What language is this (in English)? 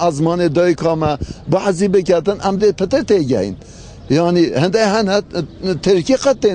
Kurdish